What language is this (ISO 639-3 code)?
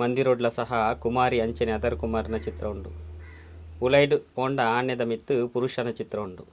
tcy